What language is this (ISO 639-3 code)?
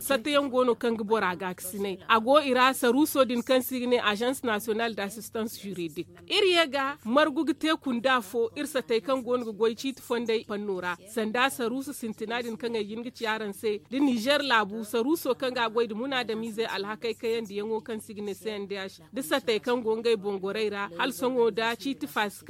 dje